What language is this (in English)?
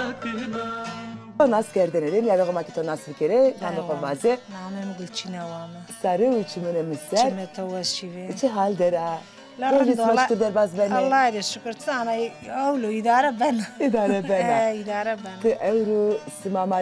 Zaza